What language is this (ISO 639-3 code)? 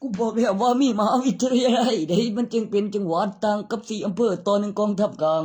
tts